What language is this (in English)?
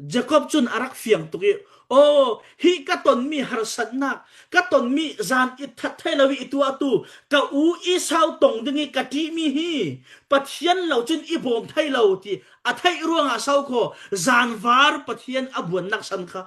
Falam Chin